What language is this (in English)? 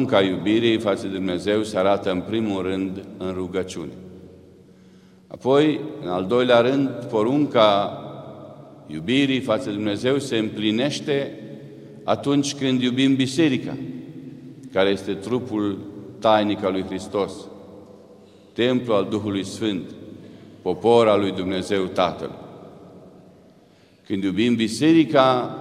Romanian